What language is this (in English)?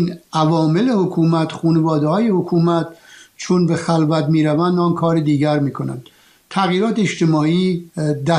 Persian